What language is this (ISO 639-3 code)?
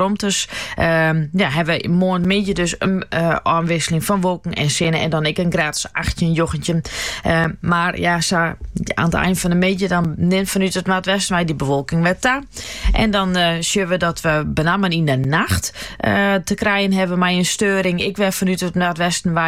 nld